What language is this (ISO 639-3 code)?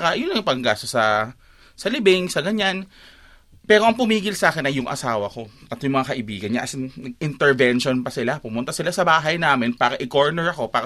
fil